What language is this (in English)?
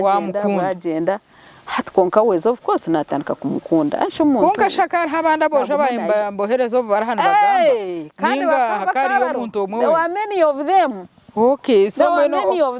Nyankole